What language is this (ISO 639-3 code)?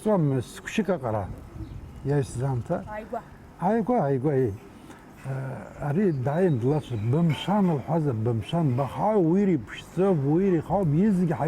abk